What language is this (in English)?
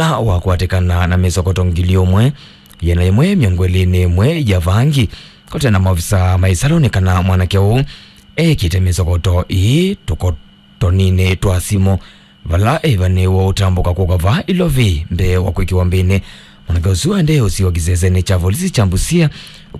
Kamba